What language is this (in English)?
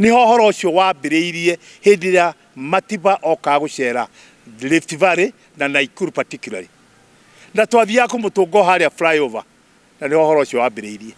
Kikuyu